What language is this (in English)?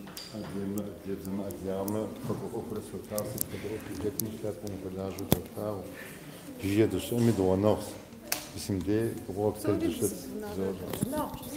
Kabardian